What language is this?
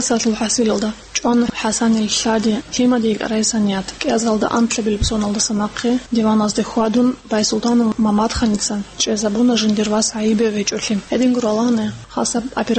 Avaric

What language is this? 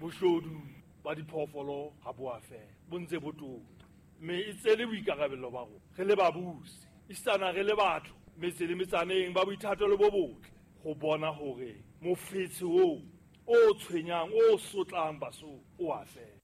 Southern Sotho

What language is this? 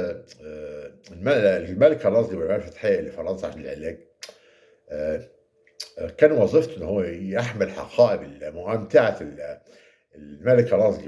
Egyptian Arabic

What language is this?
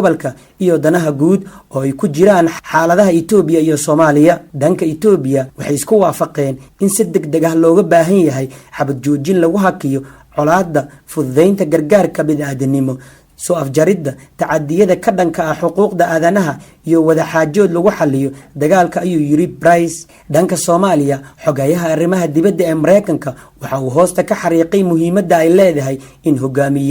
Somali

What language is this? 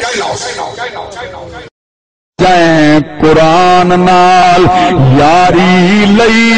Saraiki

